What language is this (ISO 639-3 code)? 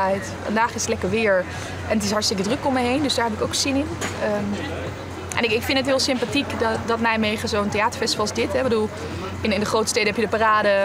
nld